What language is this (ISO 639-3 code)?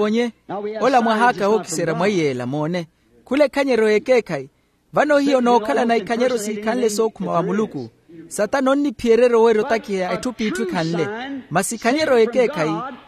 vmw